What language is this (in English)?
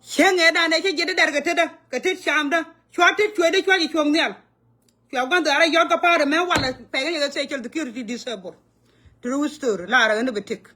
Nuer